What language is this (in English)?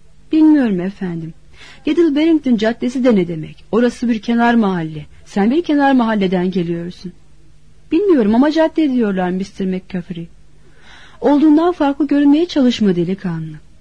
Turkish